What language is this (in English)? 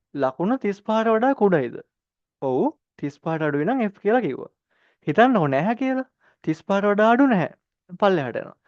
Sinhala